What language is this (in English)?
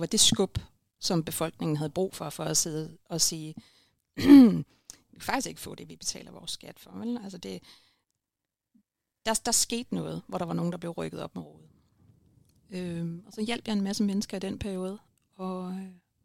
Danish